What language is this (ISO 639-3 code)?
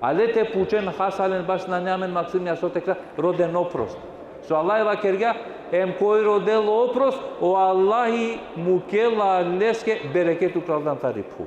rmn